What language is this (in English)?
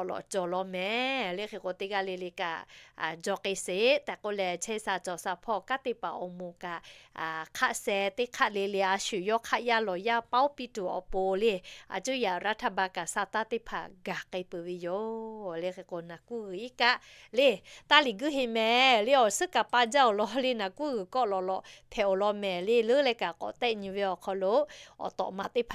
Lahu